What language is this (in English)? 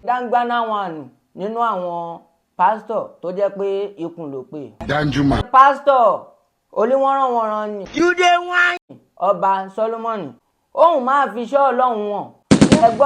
Yoruba